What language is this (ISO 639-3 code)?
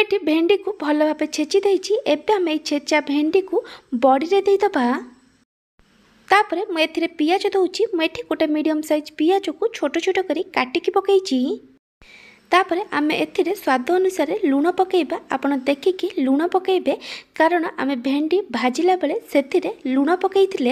ori